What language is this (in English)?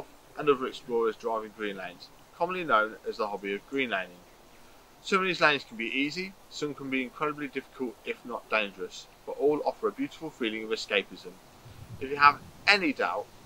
English